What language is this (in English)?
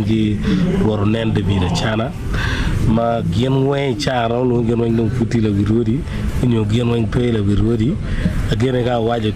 Acoli